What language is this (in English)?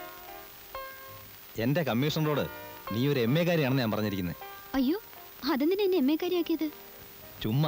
Malayalam